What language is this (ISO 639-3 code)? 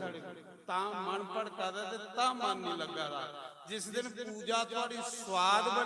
doi